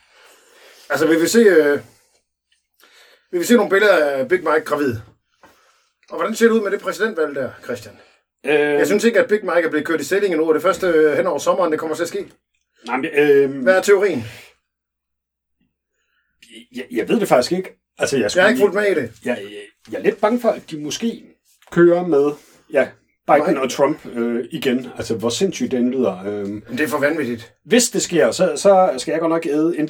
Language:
Danish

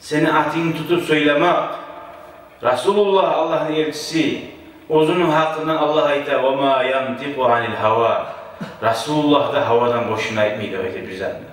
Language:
Kumyk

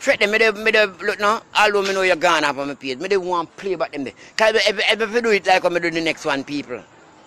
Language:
Jamaican Creole English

